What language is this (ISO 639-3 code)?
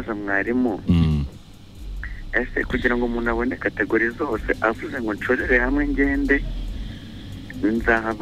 kin